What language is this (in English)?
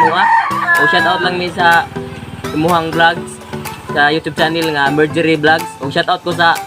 Cebuano